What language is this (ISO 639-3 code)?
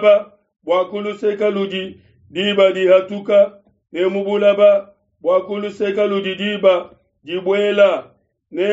lua